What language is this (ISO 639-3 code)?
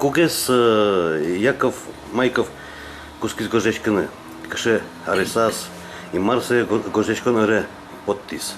udm